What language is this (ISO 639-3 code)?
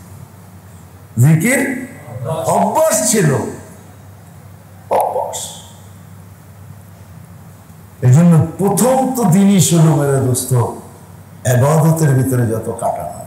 ben